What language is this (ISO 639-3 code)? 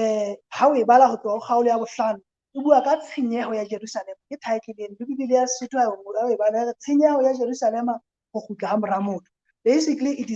sot